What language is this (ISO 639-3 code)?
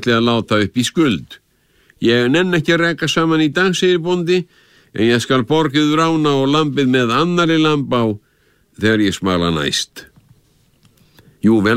isl